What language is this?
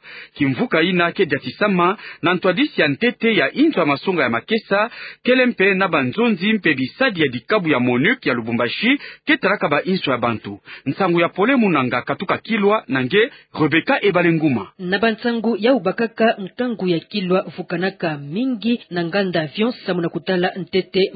Kituba (Democratic Republic of Congo)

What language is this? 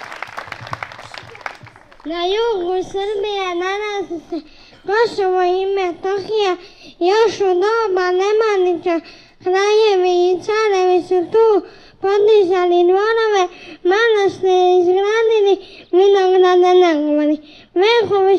Serbian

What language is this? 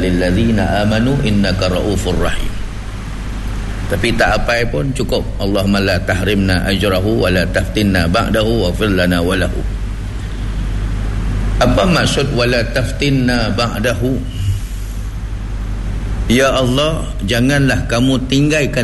Malay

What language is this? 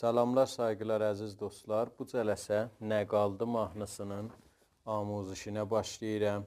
South Azerbaijani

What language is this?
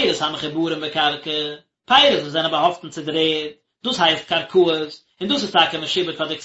Yiddish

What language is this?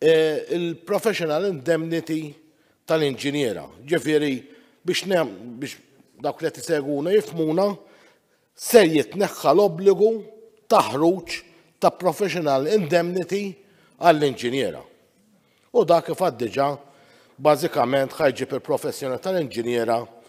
Maltese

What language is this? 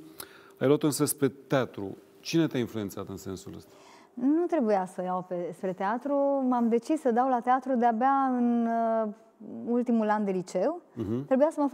Romanian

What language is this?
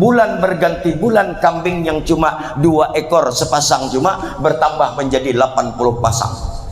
Banjar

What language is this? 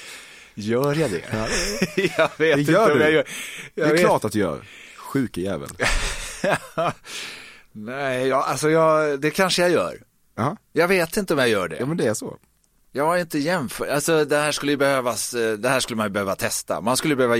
Swedish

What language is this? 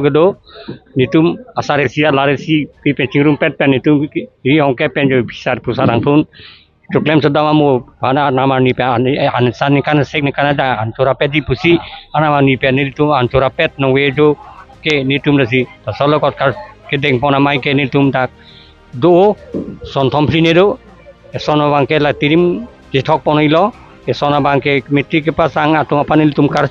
Karbi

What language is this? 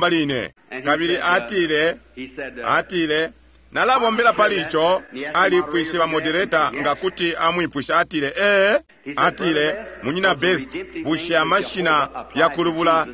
Bemba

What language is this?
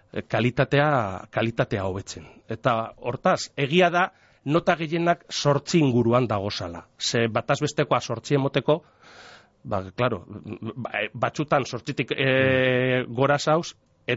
Basque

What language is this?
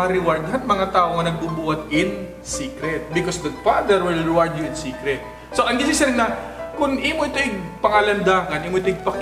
Waray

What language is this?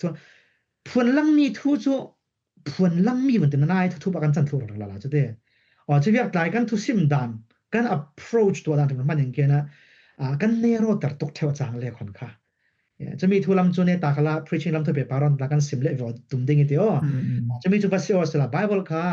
Falam Chin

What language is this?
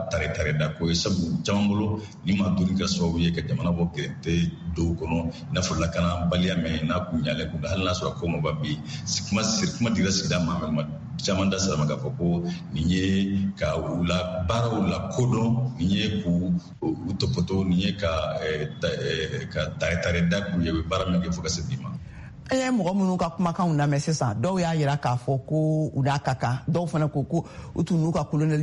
Bambara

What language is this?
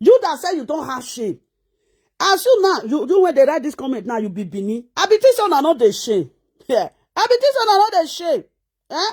Nigerian Pidgin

